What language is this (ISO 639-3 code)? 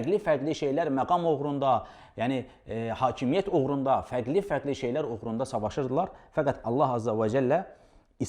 aze